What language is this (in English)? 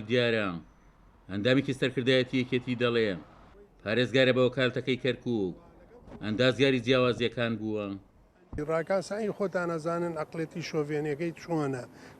Central Kurdish